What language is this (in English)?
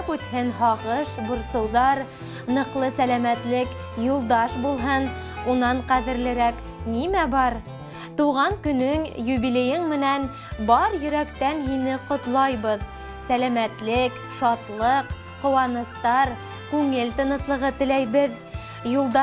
Bashkir